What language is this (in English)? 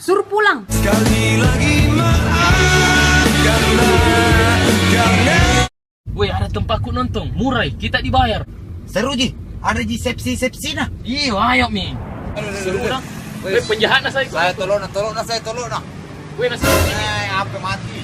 Makassar Malay